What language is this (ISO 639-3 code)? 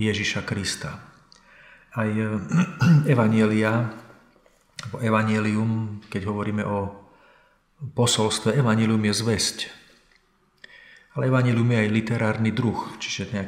slk